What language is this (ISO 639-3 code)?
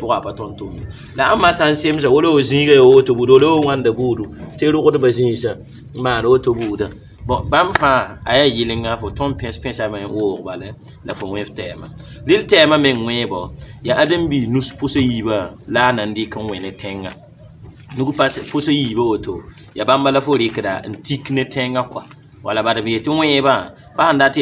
mos